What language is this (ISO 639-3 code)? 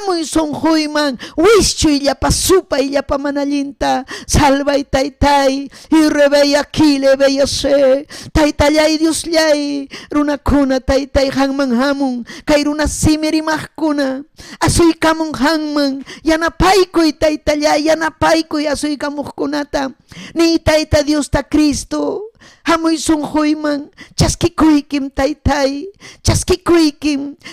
quy